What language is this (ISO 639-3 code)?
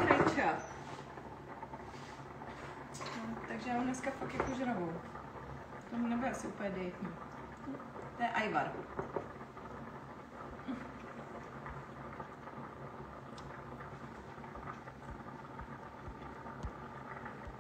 ces